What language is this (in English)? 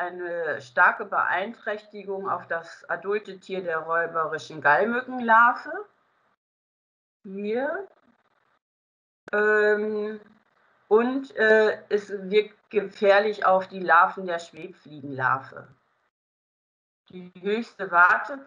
German